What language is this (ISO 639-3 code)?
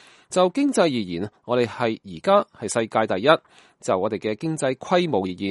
yue